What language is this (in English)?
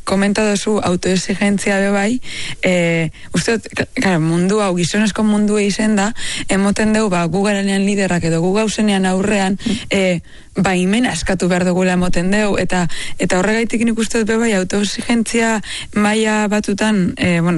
Basque